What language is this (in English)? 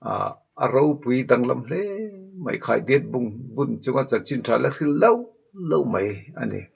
Mizo